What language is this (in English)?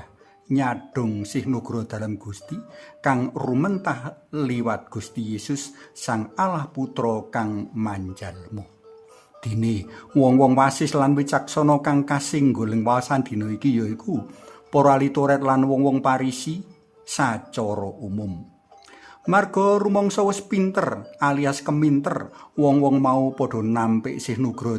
Javanese